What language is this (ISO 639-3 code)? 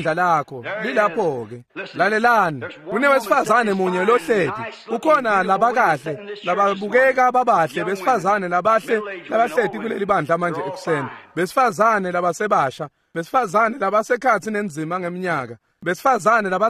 ssw